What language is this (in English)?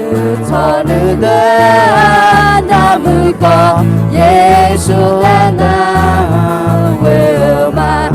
Akha